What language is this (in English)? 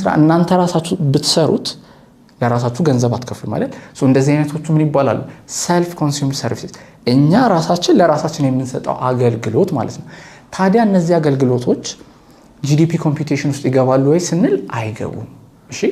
Amharic